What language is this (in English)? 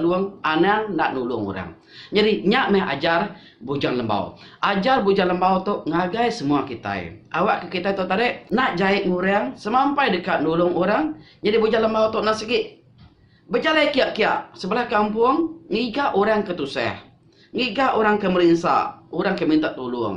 Iban